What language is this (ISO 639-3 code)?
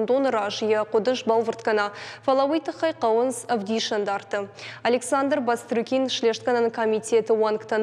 oss